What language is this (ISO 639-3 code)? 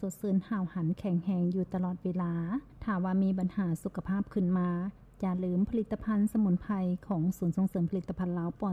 lao